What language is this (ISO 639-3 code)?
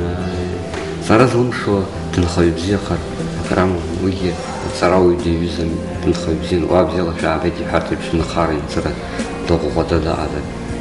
abk